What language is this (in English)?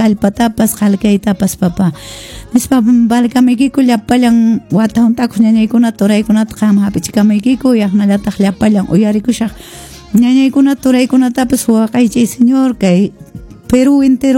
Quechua